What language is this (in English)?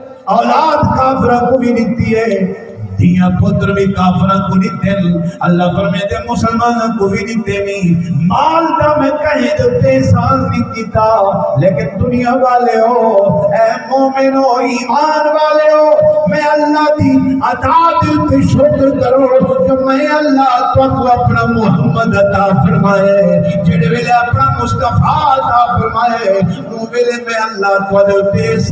Saraiki